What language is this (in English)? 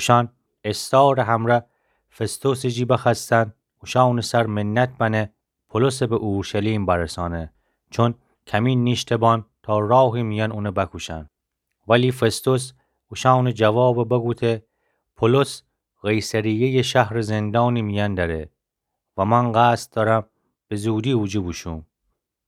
Gilaki